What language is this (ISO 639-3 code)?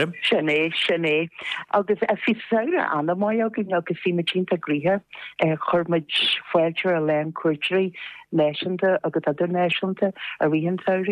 gle